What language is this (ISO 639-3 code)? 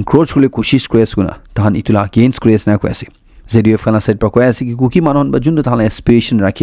nag